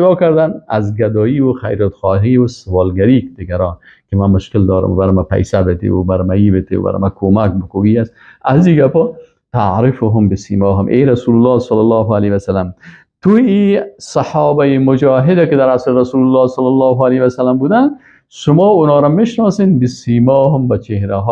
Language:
Persian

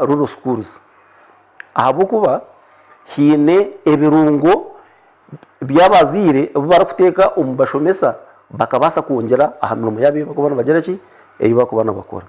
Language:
Nyankole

